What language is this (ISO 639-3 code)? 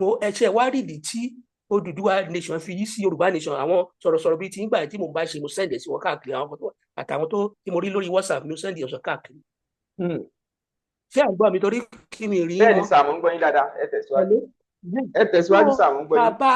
yor